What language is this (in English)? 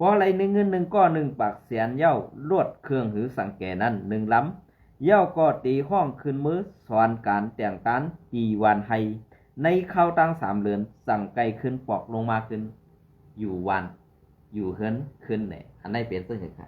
Shan